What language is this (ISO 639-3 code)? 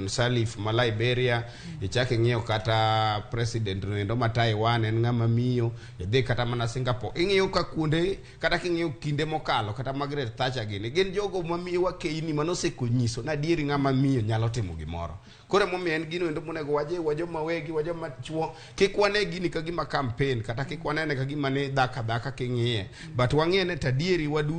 luo